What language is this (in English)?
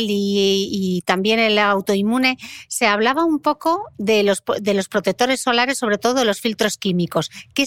Spanish